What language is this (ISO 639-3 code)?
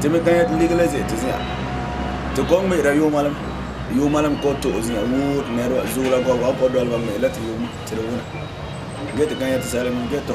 gur